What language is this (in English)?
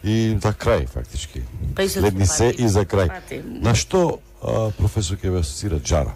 Macedonian